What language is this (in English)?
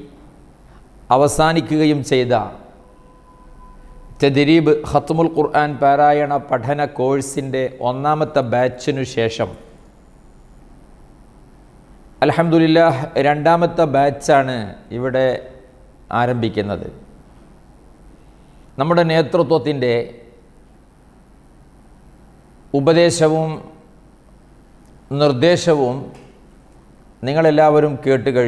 Malayalam